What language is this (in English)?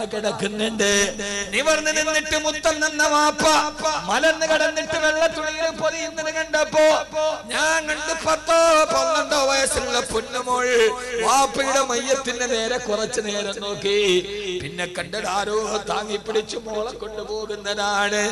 Malayalam